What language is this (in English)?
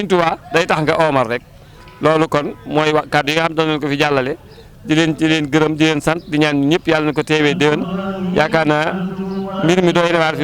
Wolof